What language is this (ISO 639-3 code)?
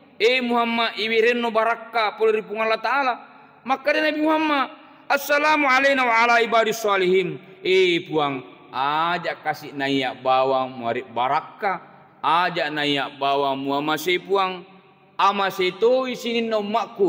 bug